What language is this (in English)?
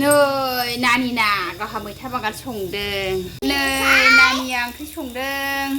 Bodo